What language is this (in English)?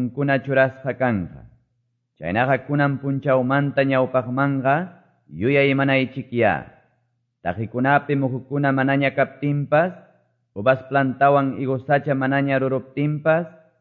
Quechua